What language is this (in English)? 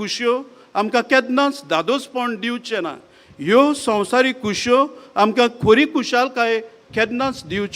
Konkani